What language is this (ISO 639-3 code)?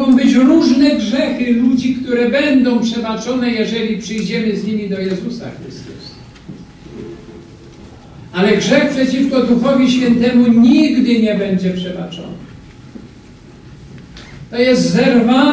pol